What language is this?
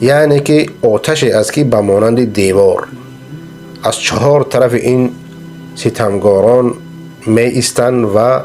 Persian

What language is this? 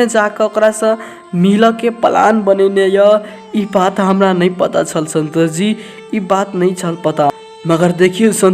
Maithili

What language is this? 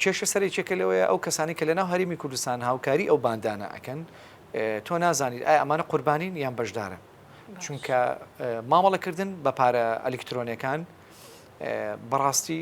Central Kurdish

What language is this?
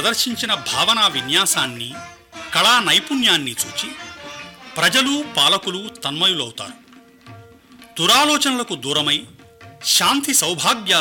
Telugu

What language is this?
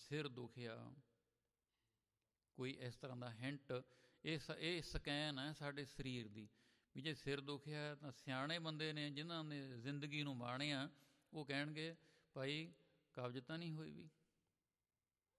Punjabi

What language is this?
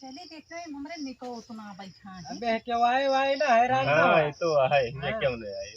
Awadhi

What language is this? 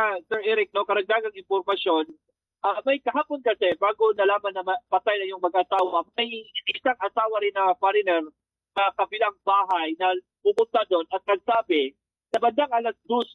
Filipino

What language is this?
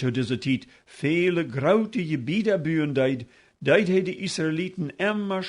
Plautdietsch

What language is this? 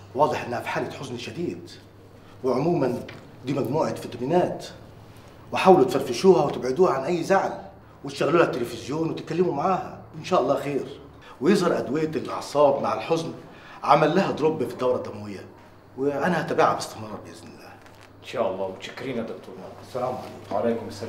Egyptian Arabic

